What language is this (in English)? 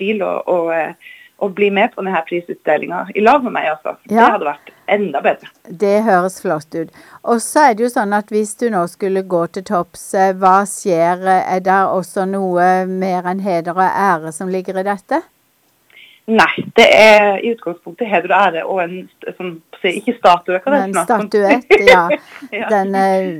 Norwegian